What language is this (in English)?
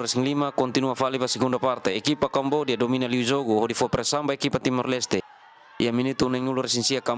Tetum